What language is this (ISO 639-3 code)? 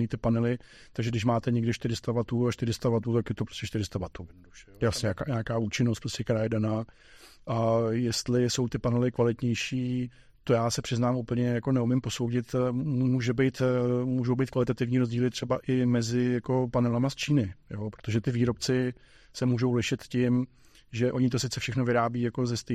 ces